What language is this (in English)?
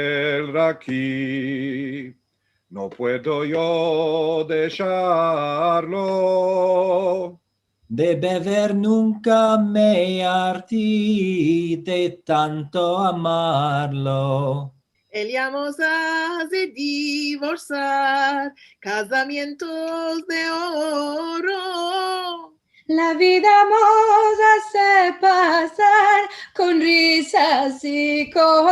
Ladino